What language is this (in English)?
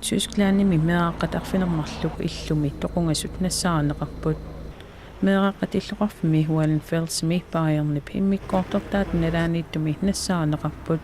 Kalaallisut